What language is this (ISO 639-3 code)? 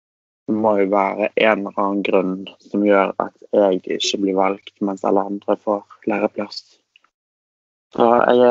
nor